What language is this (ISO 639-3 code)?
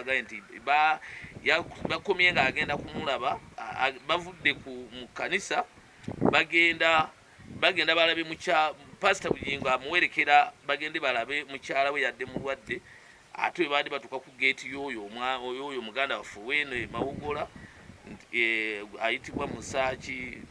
lug